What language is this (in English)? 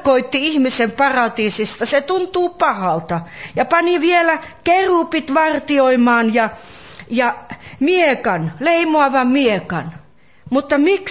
Finnish